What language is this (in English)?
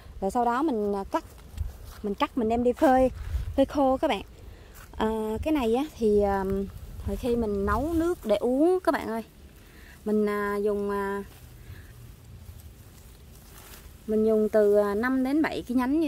Vietnamese